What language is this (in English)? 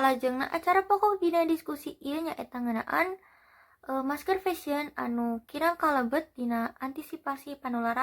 Sundanese